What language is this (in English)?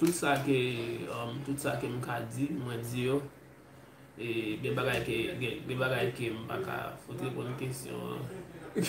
Haitian Creole